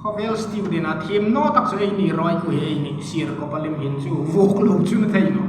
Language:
Hmar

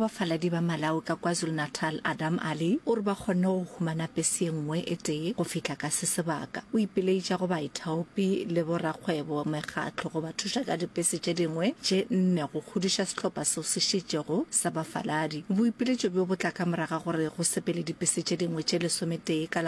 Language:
Northern Sotho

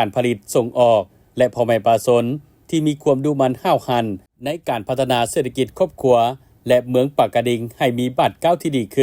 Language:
Lao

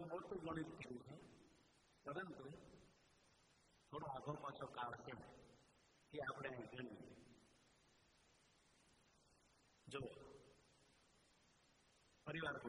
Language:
Gujarati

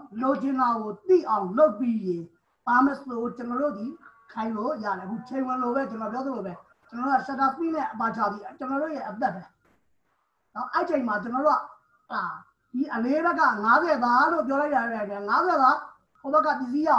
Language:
Burmese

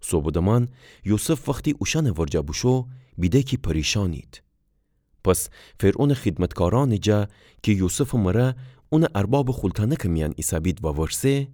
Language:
Gilaki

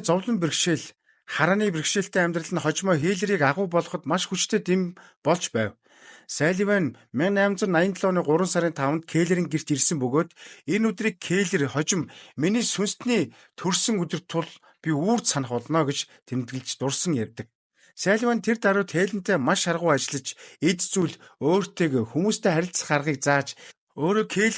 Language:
Mongolian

